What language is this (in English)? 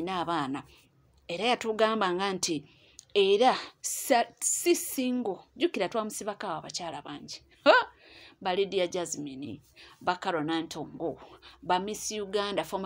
Ganda